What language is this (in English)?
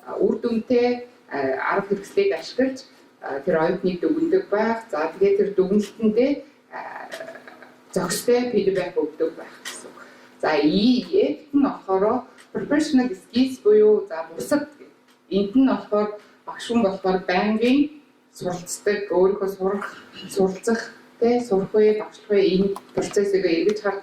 Mongolian